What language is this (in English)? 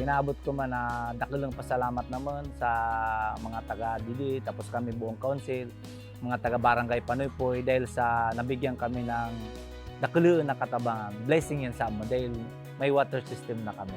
Bikol